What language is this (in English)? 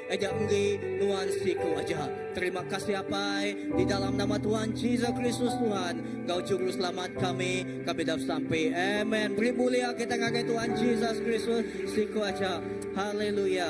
Iban